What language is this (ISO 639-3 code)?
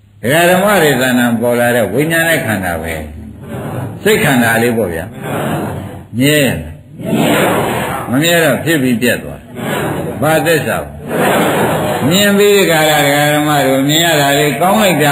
mya